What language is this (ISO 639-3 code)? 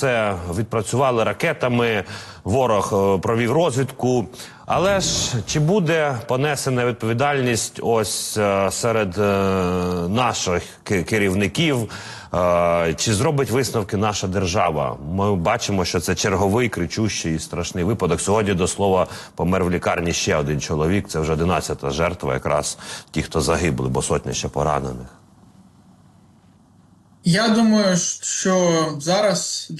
ukr